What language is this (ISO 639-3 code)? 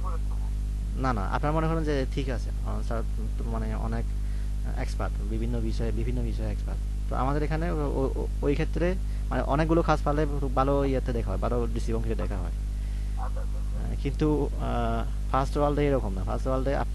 ben